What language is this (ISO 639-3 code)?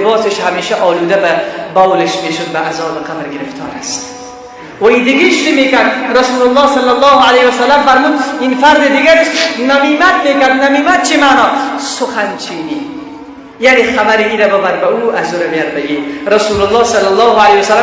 fas